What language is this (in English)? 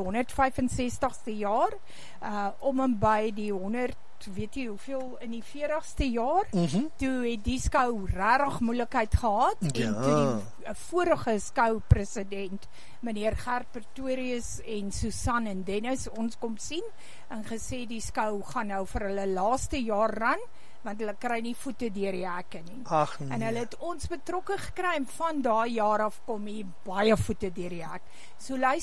Afrikaans